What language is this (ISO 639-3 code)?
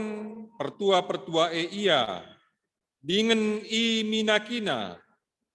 btx